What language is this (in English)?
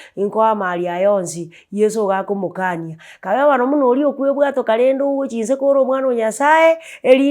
Gusii